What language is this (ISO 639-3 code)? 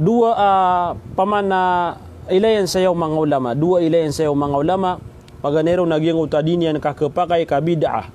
mrw